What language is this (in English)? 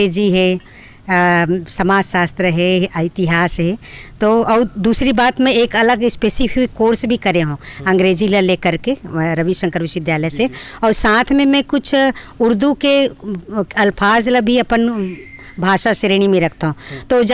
Chhattisgarhi